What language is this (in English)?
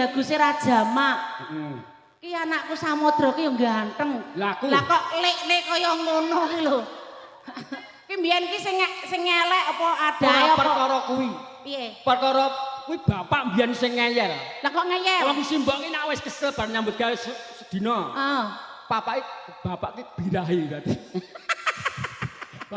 Javanese